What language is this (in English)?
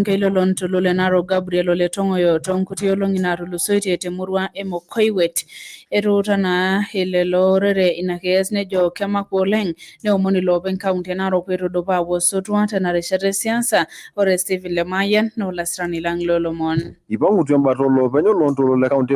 Masai